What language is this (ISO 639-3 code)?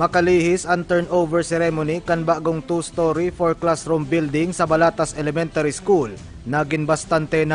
bik